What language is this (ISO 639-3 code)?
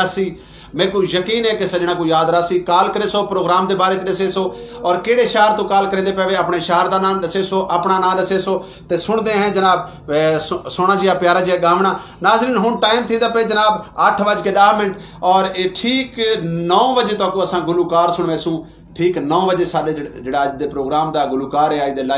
skr